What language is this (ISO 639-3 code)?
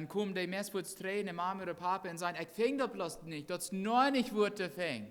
pdt